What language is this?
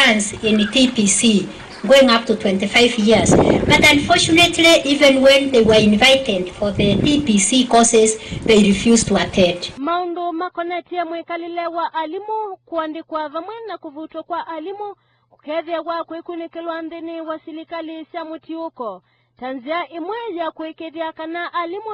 Kamba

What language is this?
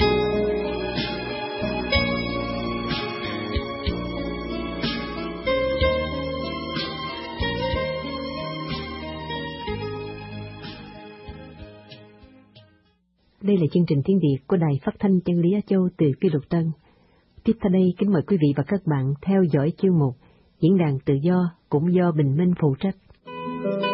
Vietnamese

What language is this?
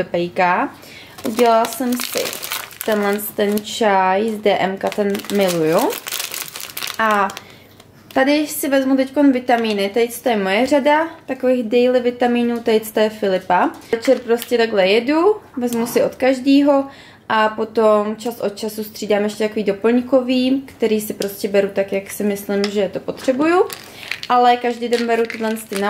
Czech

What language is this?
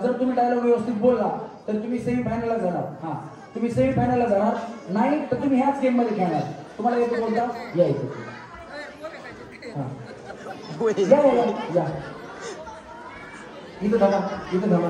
Marathi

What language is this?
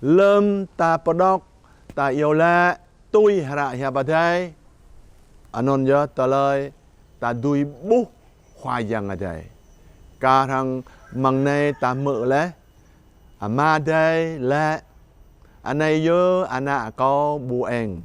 Jarai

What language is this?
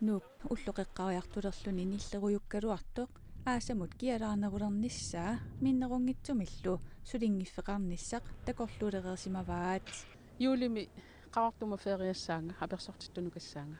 Kalaallisut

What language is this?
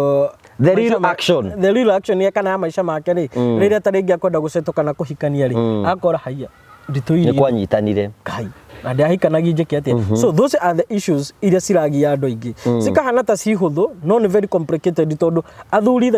Kikuyu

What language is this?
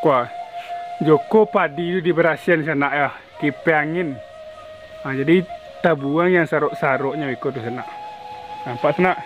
Minangkabau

